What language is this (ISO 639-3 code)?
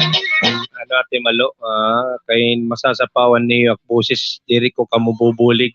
war